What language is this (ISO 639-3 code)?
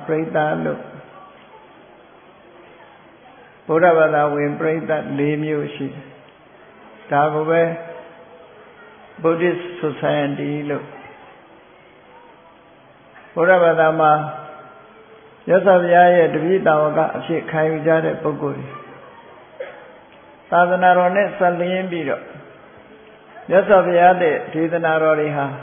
mya